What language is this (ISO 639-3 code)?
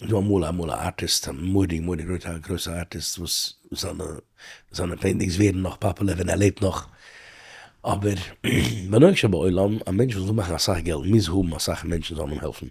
yid